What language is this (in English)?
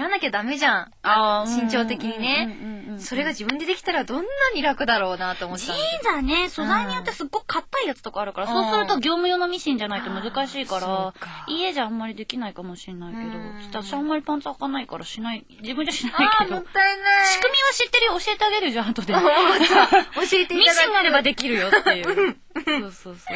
Japanese